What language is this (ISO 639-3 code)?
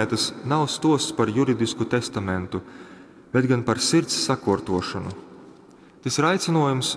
ltg